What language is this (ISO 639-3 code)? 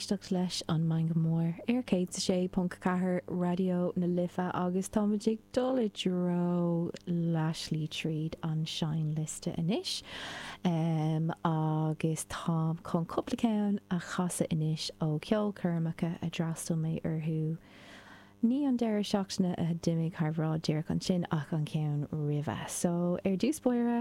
gle